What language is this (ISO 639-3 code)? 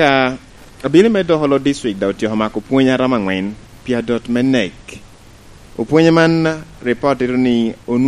laj